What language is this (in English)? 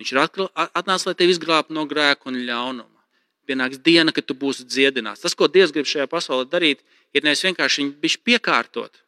Latvian